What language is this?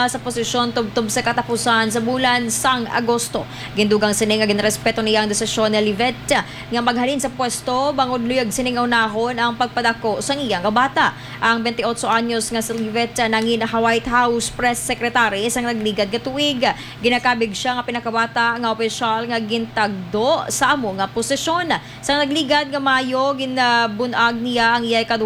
Hiligaynon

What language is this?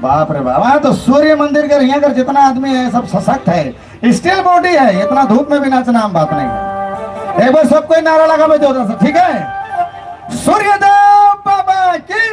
Sadri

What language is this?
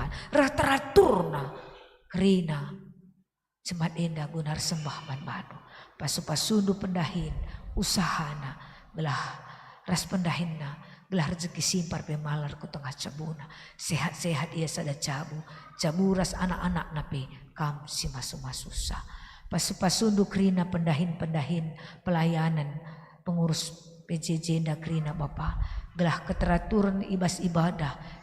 Batak Karo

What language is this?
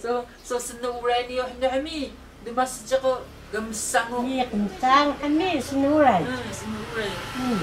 Taroko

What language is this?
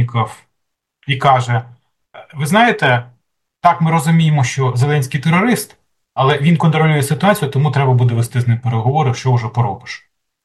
Ukrainian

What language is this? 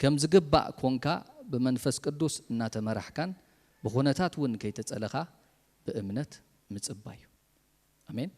Tigrinya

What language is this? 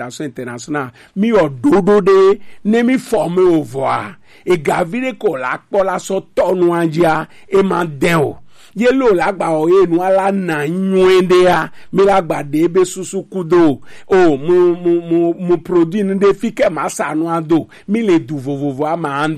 Gen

